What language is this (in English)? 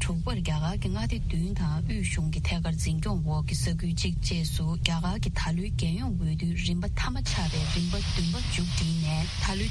Tibetan